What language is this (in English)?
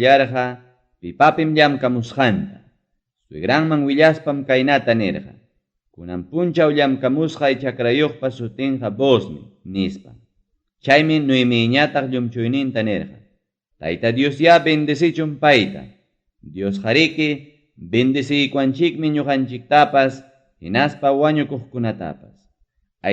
Ayacucho Quechua